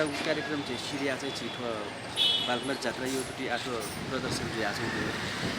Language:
Newari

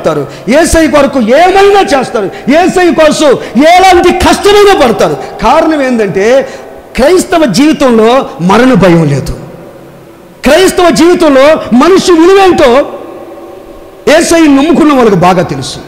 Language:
Telugu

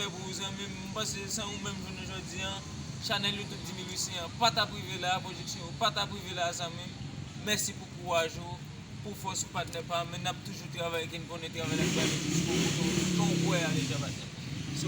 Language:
Haitian Creole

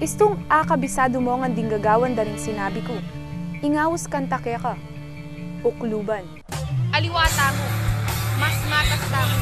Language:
Pampanga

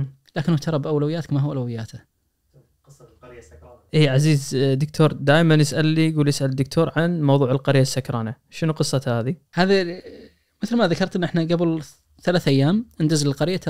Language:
Najdi Arabic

